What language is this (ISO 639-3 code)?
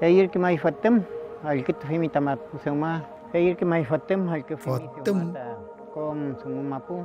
arn